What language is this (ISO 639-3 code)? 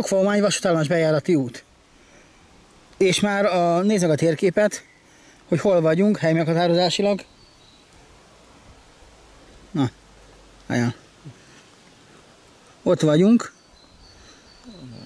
hun